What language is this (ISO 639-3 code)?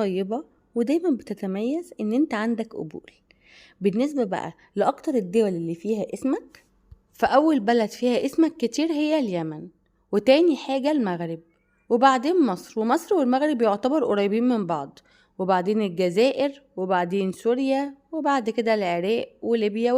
arz